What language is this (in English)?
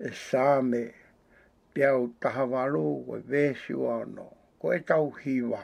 Tongan